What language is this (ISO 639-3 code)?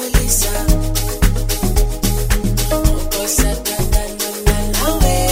swa